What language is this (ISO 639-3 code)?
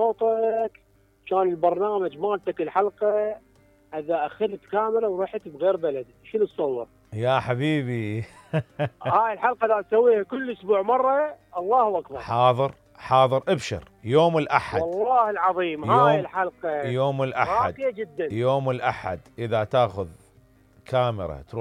acm